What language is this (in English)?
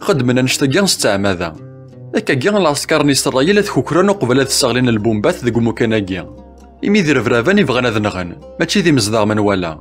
Kabyle